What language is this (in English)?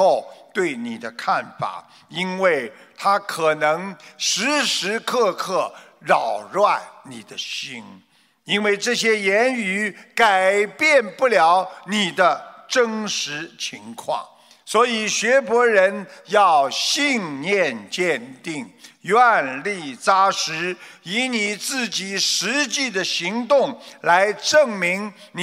Chinese